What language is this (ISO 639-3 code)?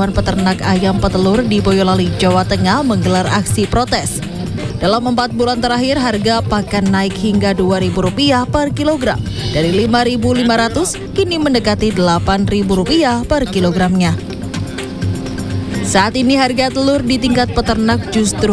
ind